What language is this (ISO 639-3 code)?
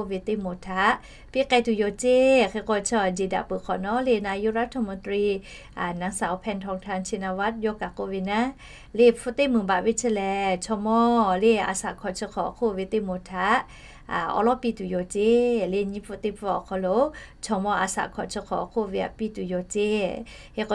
lhu